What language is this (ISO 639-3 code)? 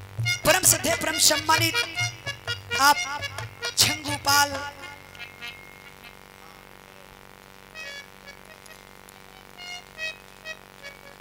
bho